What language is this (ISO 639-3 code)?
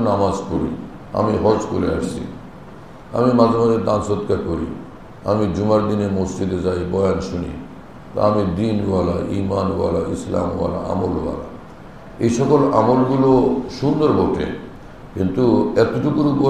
ben